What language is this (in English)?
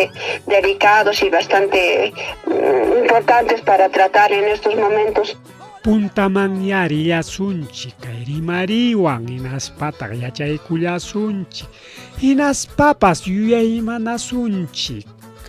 Ayacucho Quechua